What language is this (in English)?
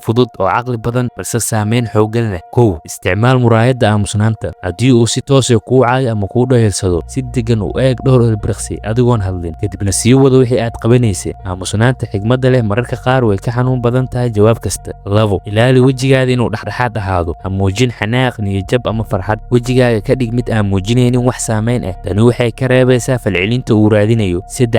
Somali